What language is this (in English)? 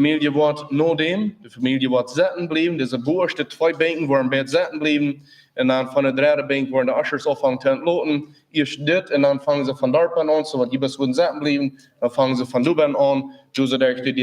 Plautdietsch